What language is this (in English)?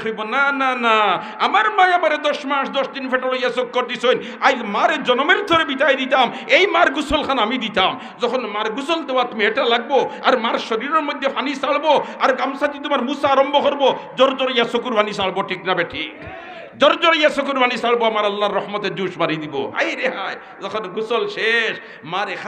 Sylheti